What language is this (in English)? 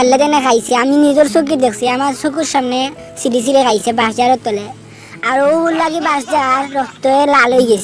Sylheti